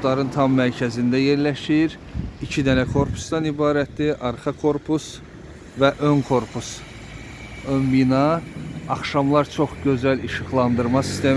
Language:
Azerbaijani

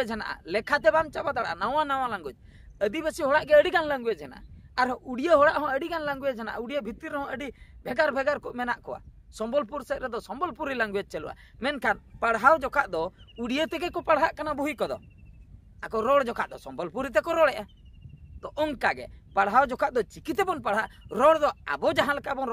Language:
Santali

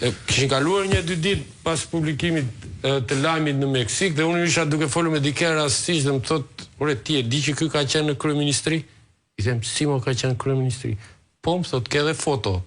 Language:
Albanian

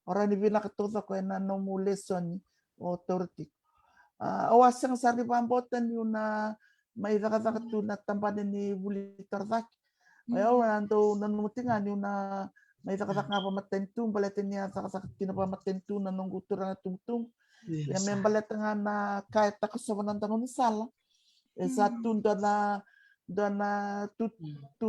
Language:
Fijian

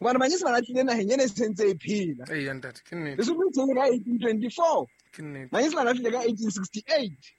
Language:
Southern Sotho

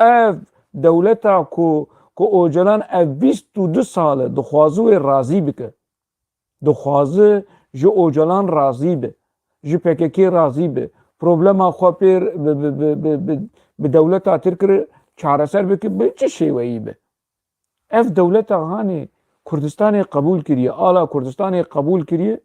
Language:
Kurdish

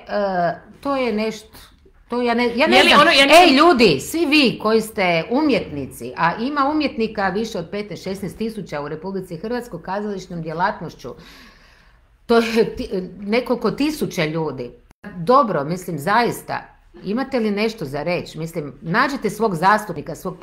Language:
Croatian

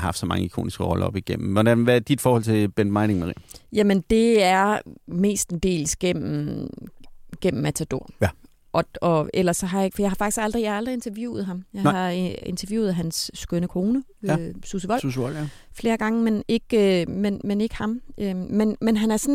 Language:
Danish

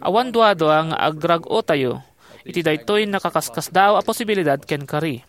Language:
Iloko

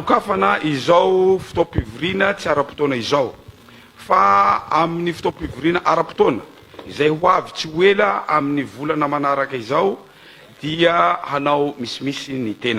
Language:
Malagasy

